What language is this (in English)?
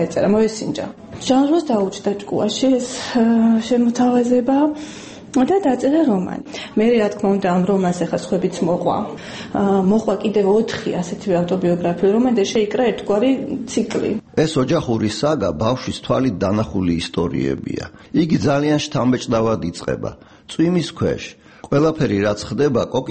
Georgian